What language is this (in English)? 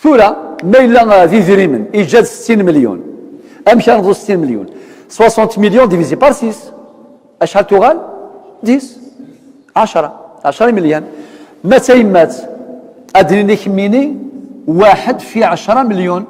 Kabyle